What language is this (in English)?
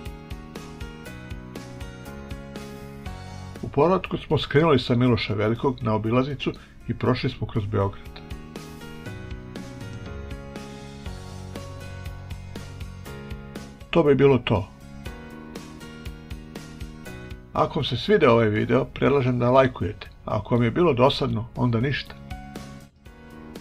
Serbian